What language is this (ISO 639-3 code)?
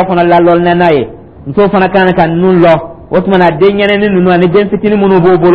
dyu